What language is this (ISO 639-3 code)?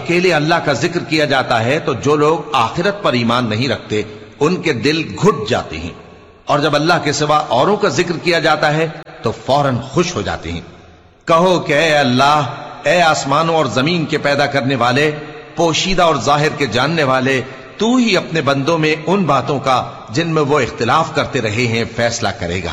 urd